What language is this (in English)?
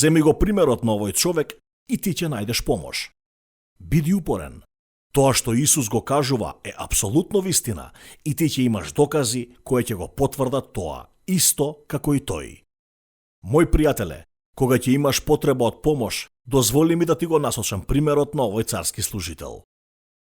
Macedonian